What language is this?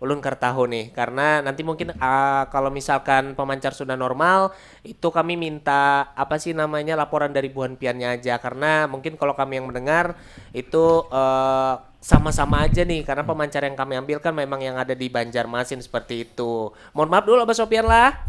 Banjar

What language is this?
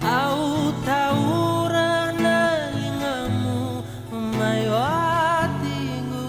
Fijian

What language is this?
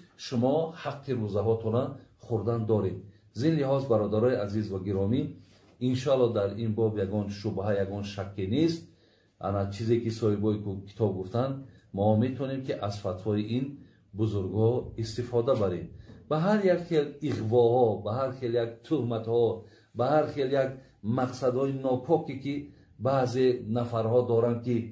Tajik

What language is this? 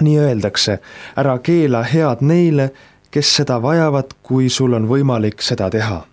Estonian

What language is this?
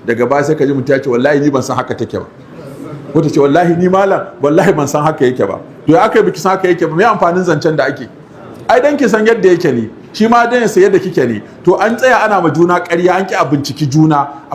Hausa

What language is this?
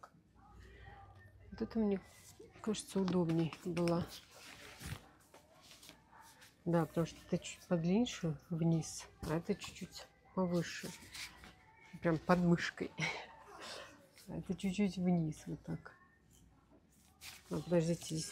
Russian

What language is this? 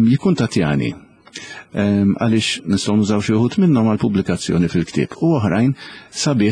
Maltese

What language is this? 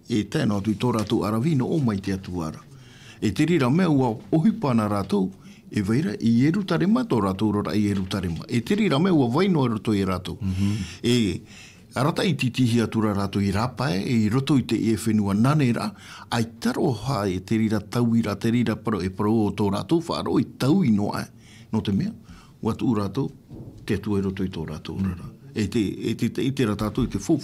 Tahitian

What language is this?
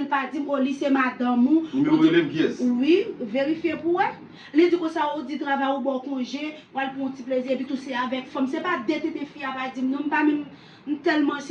Haitian Creole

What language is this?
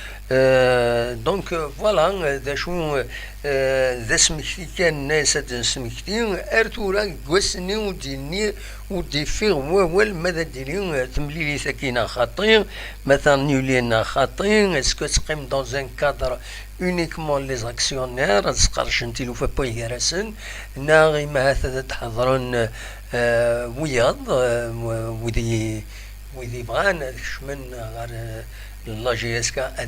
Kabyle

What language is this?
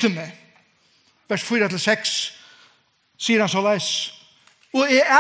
Faroese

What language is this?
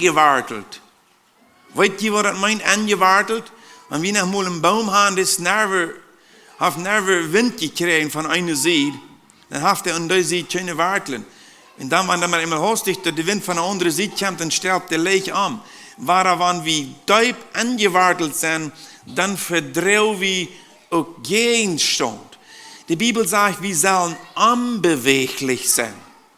Plautdietsch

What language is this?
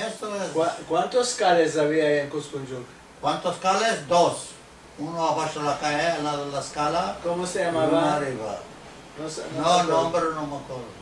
Ladino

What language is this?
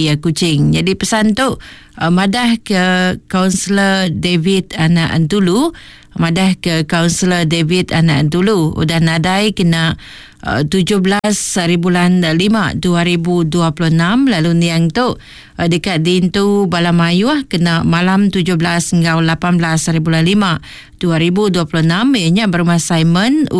Iban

